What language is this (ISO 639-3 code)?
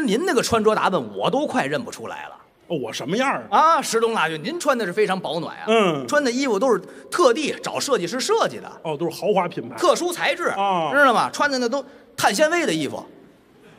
zho